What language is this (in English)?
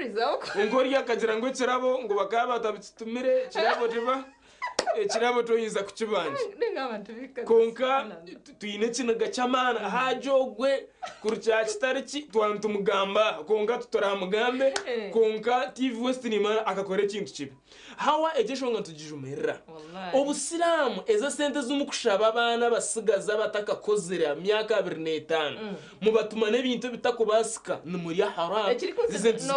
Nyankole